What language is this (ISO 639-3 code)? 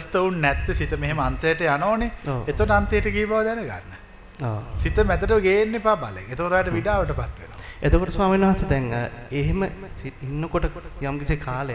sin